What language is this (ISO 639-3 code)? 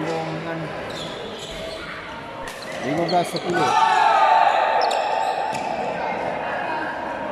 msa